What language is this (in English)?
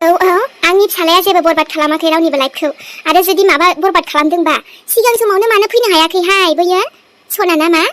Bodo